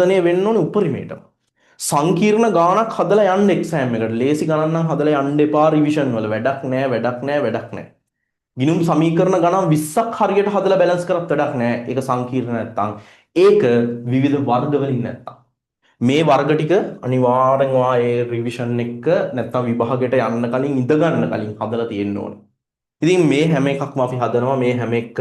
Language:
Sinhala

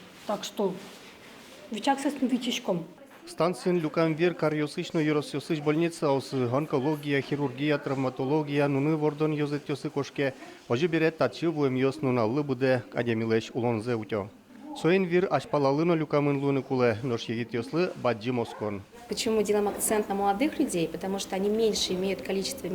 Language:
Udmurt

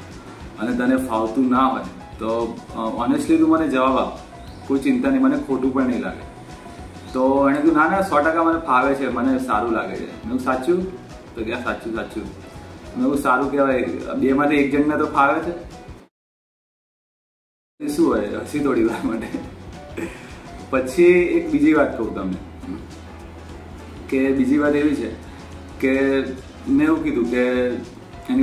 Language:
Gujarati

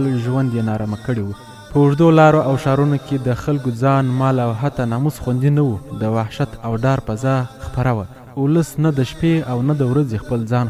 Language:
Pashto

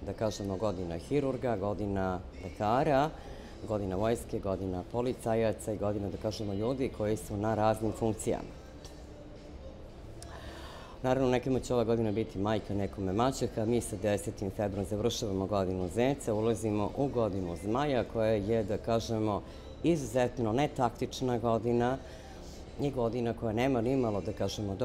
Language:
Serbian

